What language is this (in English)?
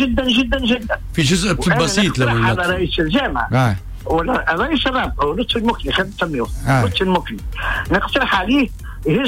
Tunisian Arabic